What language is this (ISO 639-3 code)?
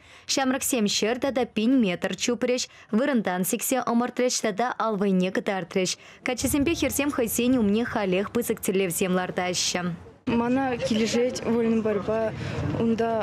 chv